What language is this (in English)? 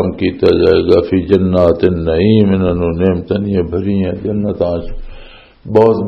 Western Panjabi